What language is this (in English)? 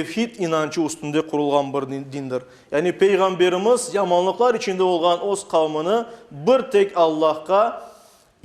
Crimean Tatar